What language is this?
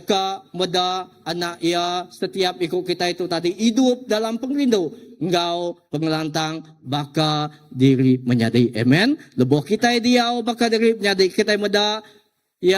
Iban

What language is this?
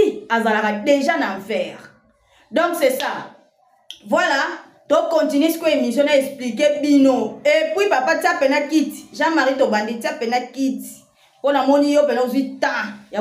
Lingala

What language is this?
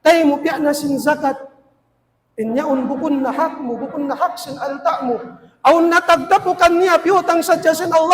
Tausug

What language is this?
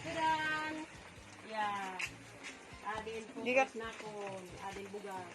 Waray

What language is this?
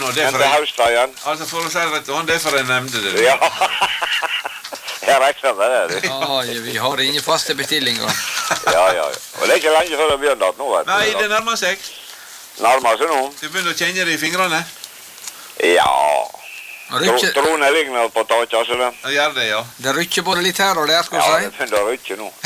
Norwegian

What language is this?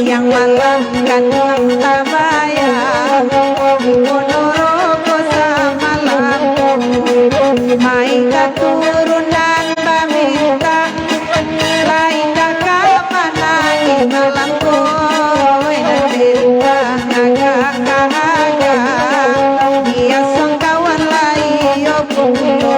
Minangkabau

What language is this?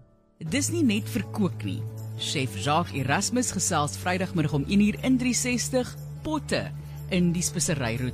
Afrikaans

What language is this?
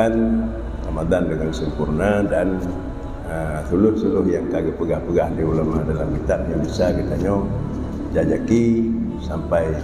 Achinese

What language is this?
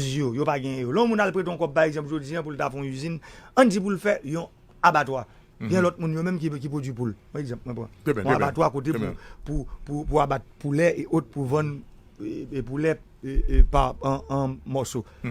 Haitian Creole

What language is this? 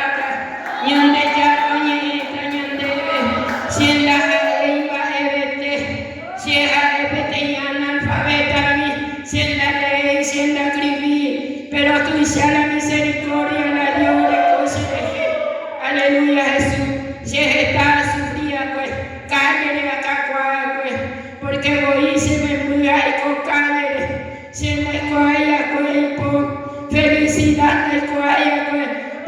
Guarani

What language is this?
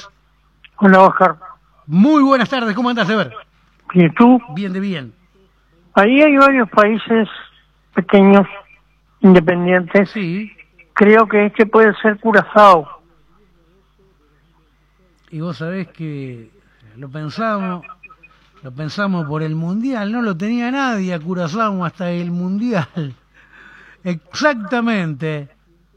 Spanish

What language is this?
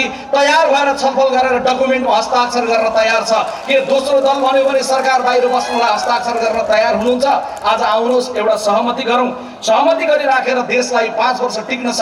Nepali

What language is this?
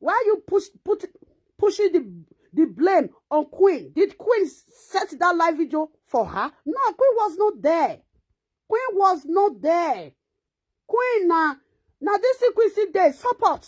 Nigerian Pidgin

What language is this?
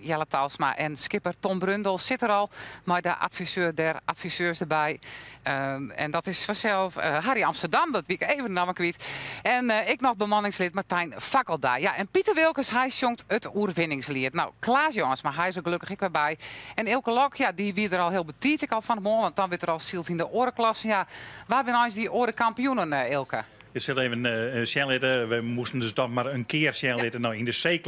Western Frisian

